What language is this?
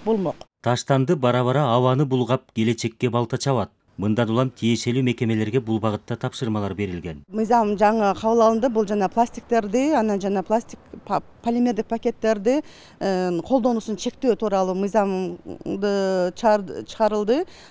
Kyrgyz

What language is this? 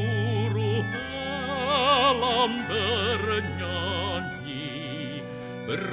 Indonesian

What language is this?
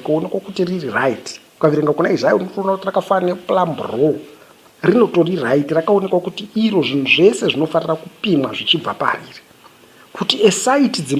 Shona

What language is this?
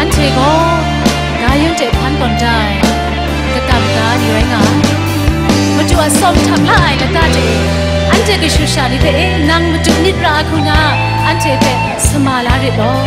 Kachin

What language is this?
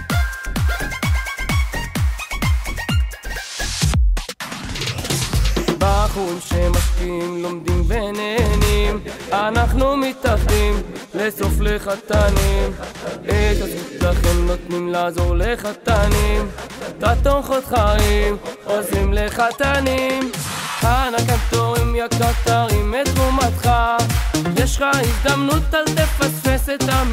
Hebrew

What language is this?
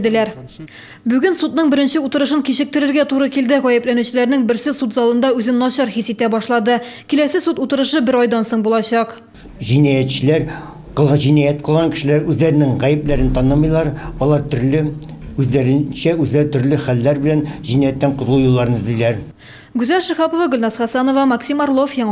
Tatar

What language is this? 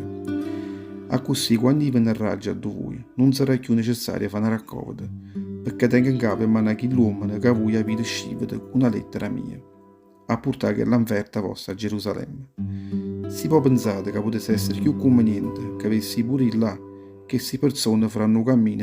Neapolitan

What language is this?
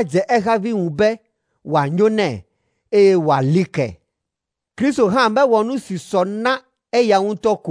Ewe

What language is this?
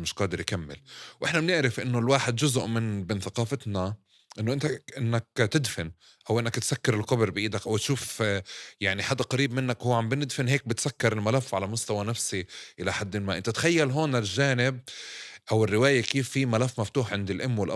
North Levantine Arabic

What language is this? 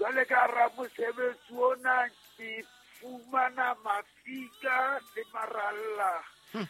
Southern Sotho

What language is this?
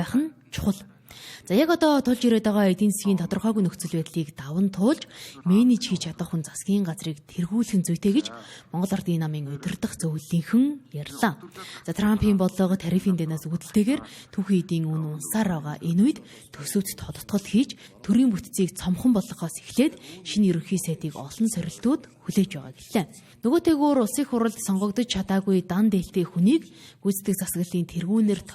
Mongolian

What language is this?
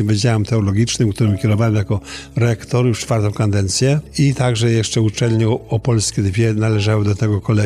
Polish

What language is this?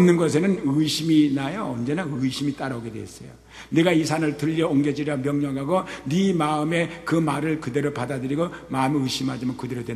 Korean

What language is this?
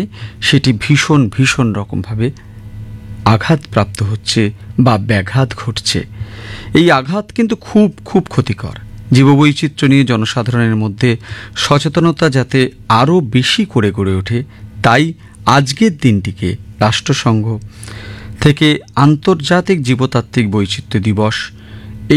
Bangla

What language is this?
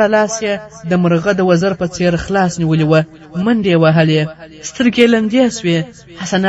Pashto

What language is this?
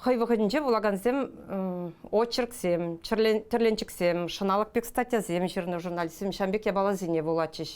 Chuvash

